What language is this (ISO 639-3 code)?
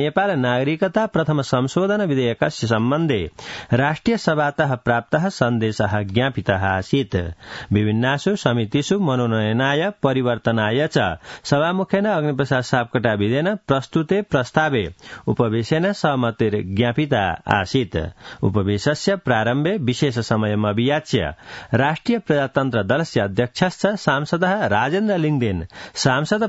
san